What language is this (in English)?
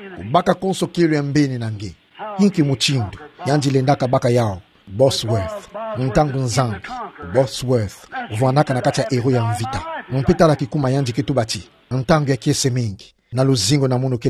Kituba (Democratic Republic of Congo)